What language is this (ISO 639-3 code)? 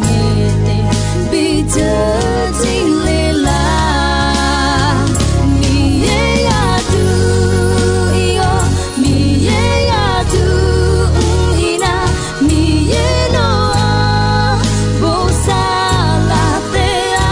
ahk